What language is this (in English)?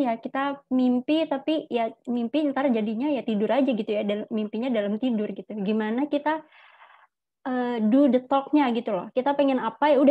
Indonesian